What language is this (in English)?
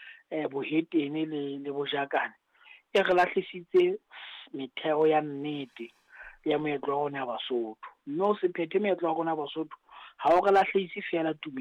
Southern Sotho